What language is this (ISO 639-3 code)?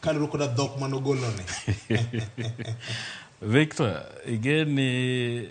luo